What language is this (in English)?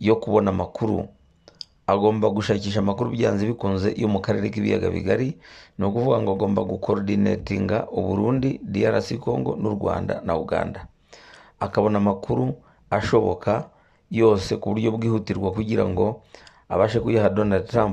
Kinyarwanda